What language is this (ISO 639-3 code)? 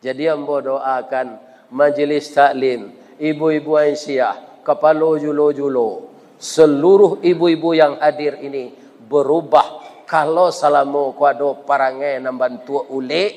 min